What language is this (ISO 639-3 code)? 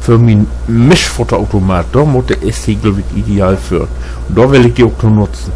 nds